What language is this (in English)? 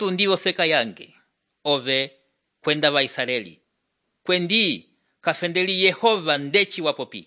Umbundu